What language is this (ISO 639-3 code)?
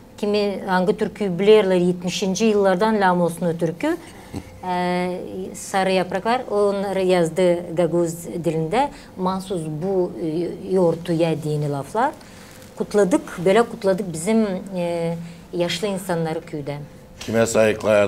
gag